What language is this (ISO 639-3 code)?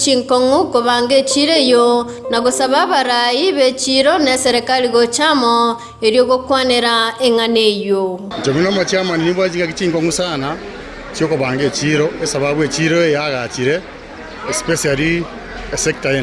guz